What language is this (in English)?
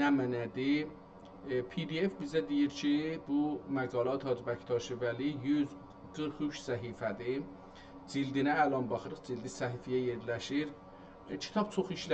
South Azerbaijani